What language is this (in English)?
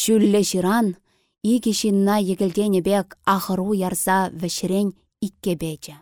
Chuvash